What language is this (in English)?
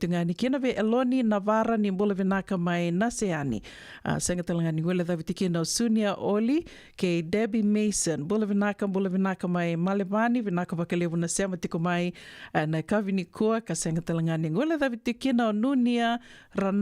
Fijian